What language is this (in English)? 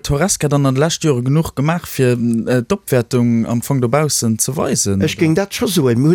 Luxembourgish